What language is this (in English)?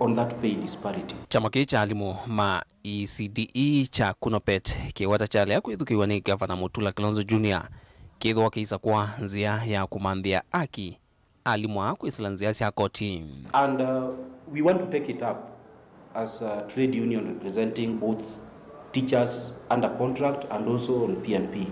Kamba